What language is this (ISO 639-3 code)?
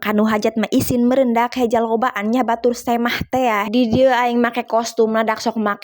sun